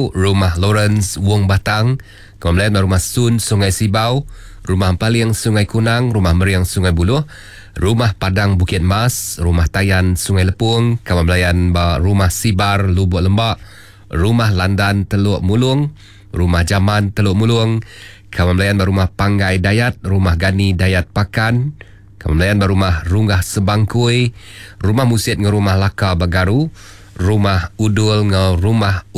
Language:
Iban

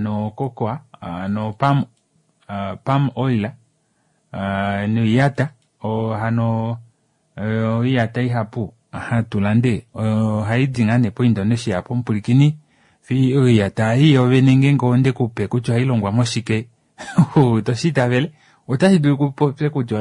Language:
Kuanyama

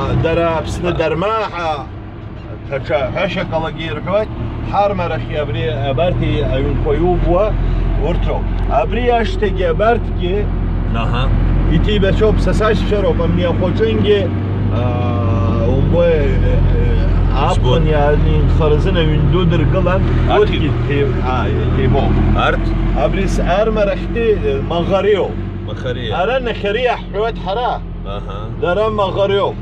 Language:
Abkhazian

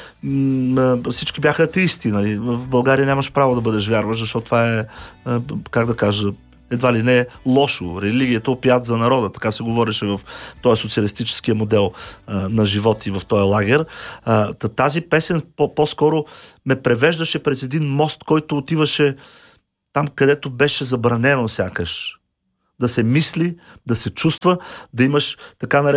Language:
Bulgarian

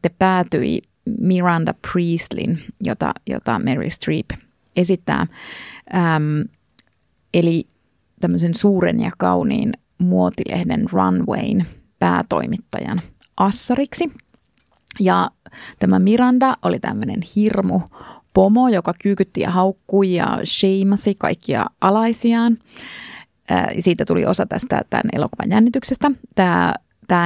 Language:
Finnish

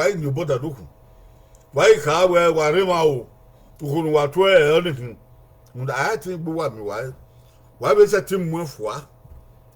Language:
Bini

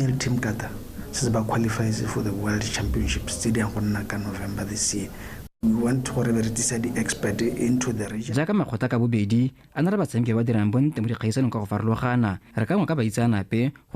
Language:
Tswana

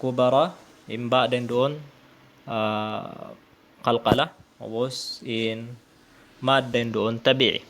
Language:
Tausug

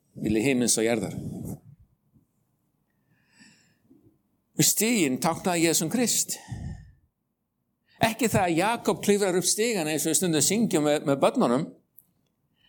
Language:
Icelandic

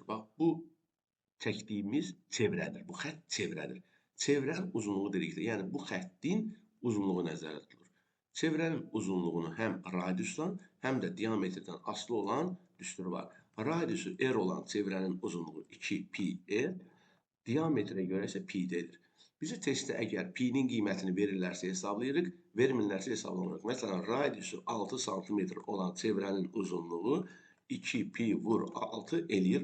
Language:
Azerbaijani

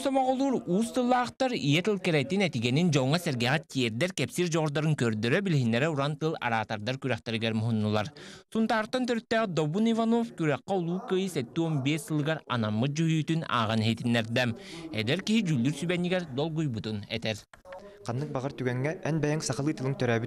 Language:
Yakut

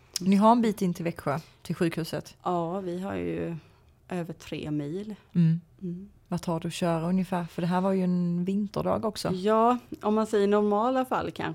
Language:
Swedish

